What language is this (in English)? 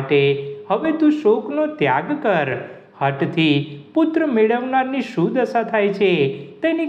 Gujarati